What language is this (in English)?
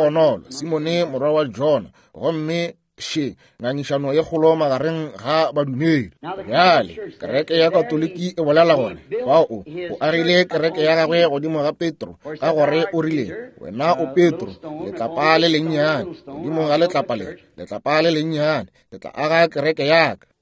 Northern Sotho